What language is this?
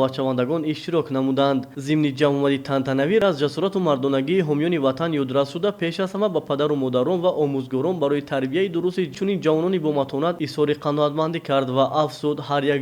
Tajik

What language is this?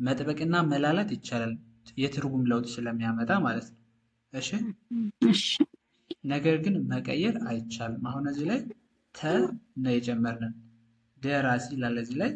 Amharic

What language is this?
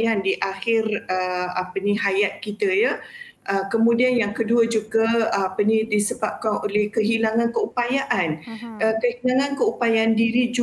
Malay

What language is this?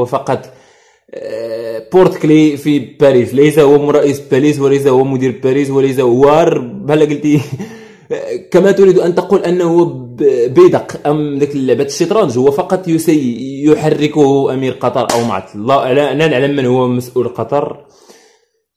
Arabic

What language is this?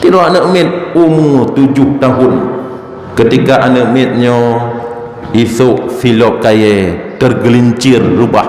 Achinese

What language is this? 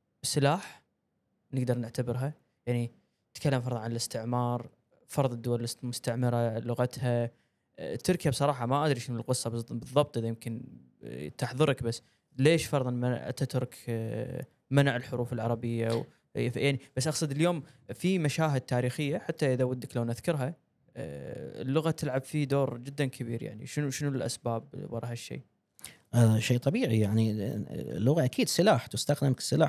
Gulf Arabic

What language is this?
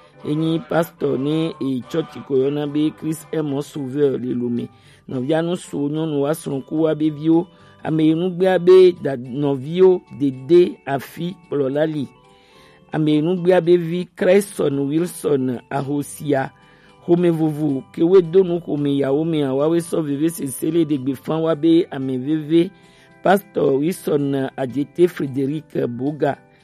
Gen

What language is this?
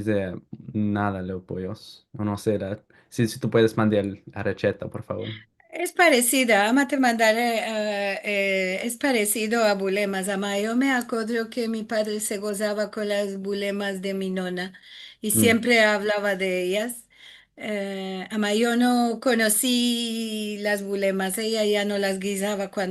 Ladino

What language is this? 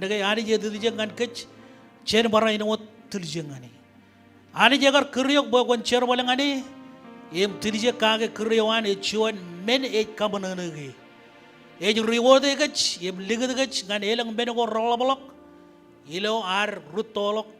Marshallese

